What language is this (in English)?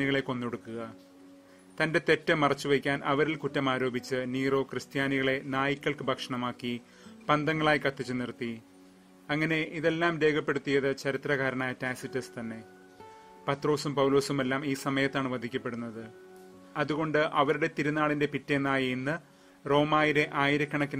Malayalam